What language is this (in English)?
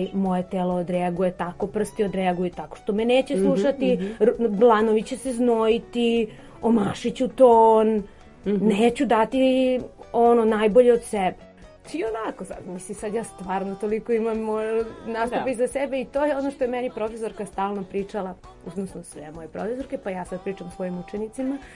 Serbian